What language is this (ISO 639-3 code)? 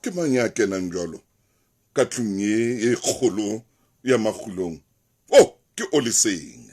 sot